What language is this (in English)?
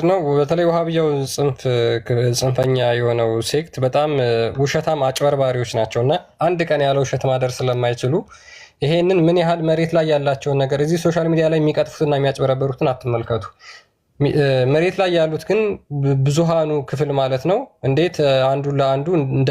Amharic